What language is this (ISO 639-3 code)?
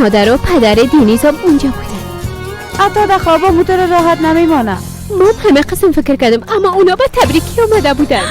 fas